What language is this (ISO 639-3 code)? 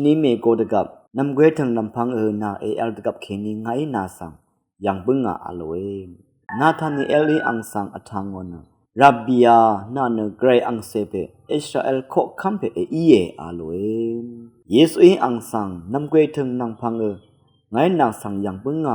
raw